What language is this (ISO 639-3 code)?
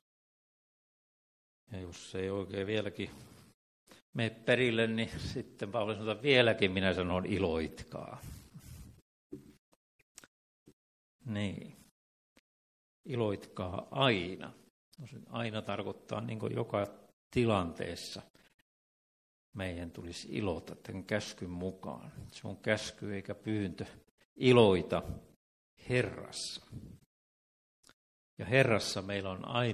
fin